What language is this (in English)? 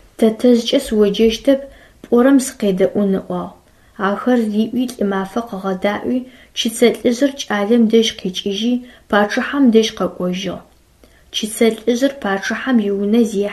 Adyghe